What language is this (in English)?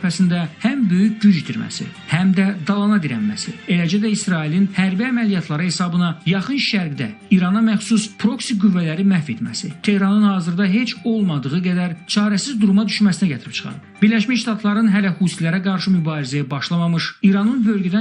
Azerbaijani